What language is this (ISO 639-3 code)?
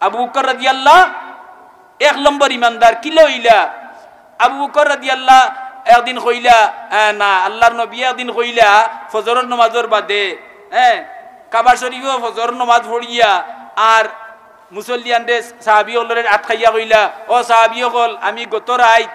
syl